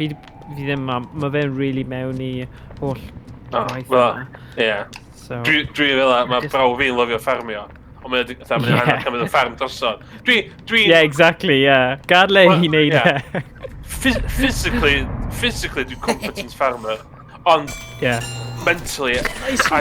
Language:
Welsh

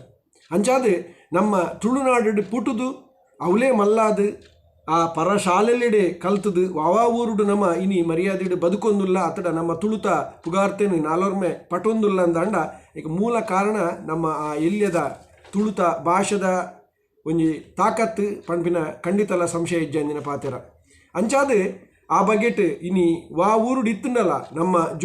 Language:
Tulu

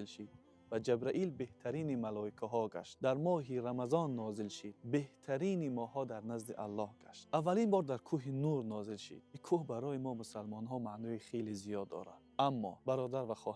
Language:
Tajik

